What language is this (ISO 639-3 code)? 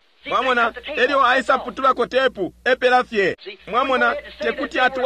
bem